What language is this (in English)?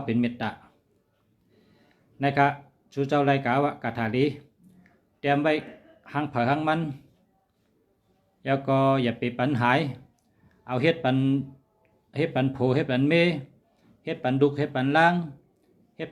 Shan